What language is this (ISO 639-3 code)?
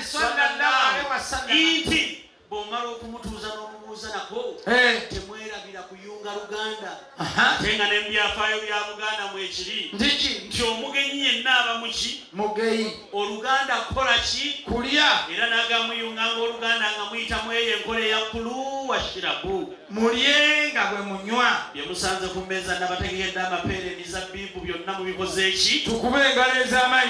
lug